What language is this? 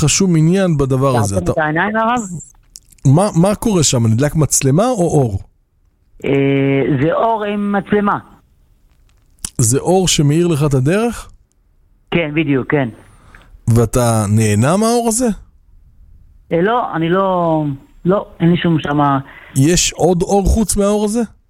Hebrew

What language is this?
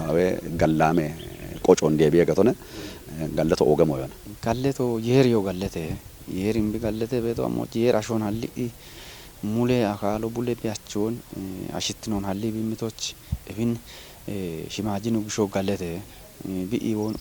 Kafa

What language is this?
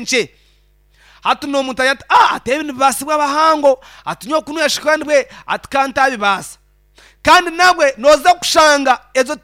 Nyankole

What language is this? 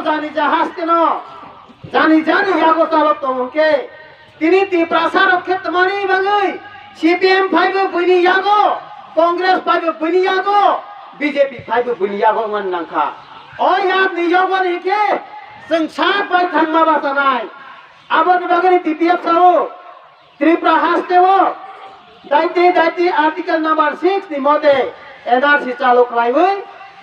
Kok Borok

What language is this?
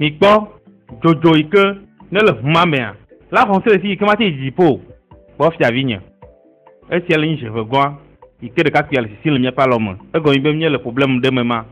Ewe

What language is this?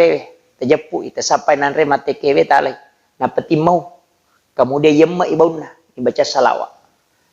Buginese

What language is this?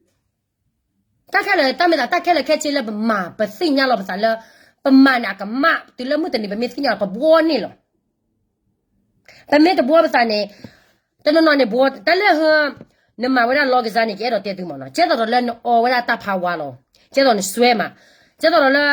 S'gaw Karen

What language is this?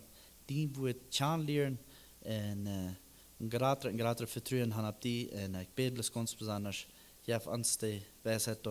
Plautdietsch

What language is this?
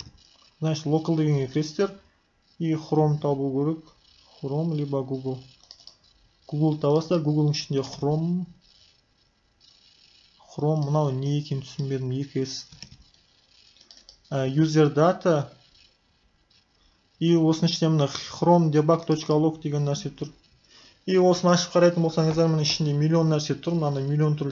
Kazakh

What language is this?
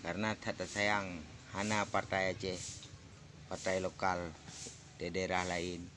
Achinese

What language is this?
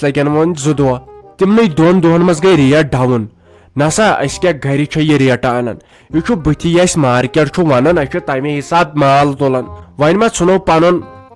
Kashmiri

